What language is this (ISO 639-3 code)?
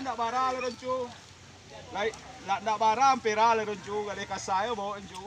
min